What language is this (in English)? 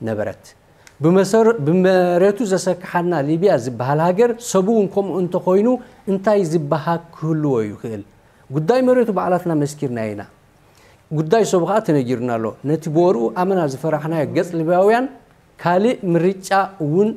Tigrinya